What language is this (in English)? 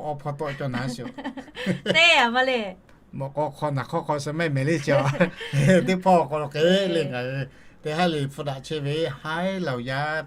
Lahu